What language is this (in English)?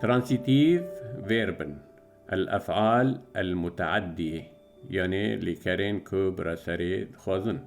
Kurdish